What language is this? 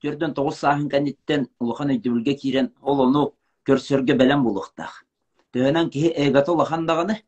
Yakut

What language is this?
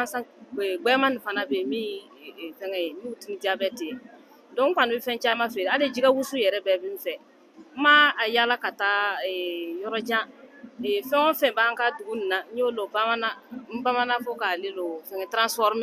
Bambara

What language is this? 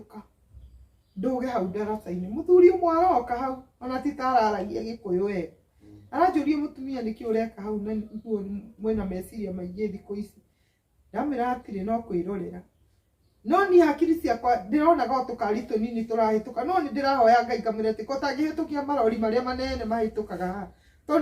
Kikuyu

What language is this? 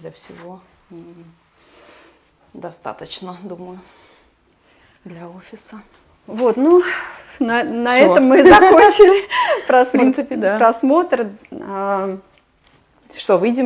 Russian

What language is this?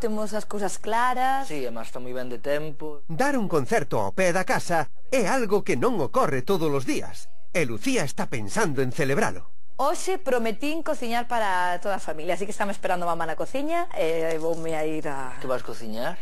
Galician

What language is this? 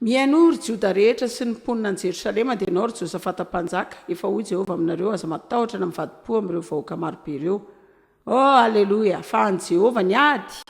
Malagasy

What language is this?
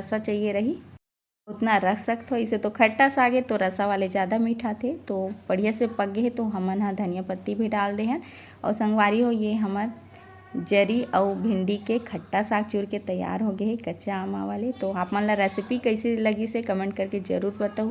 Chhattisgarhi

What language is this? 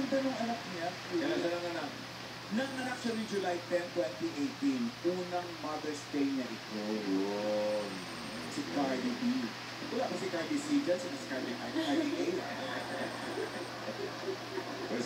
Filipino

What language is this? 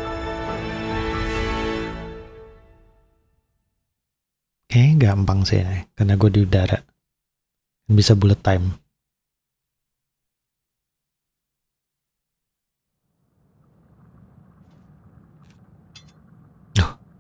Indonesian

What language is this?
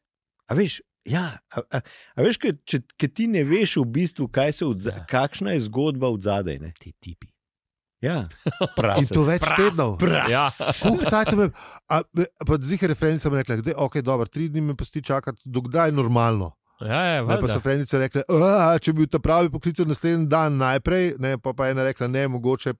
Slovenian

